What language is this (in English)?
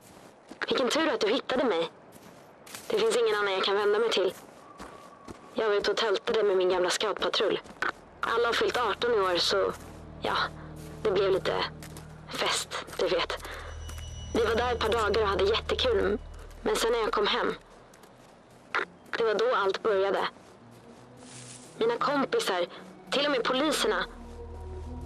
Swedish